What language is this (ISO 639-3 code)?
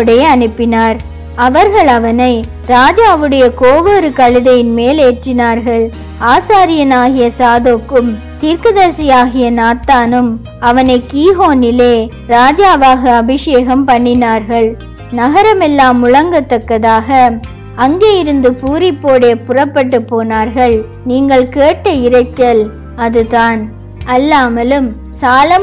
tam